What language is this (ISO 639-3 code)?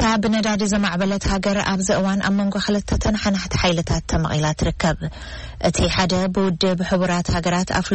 tir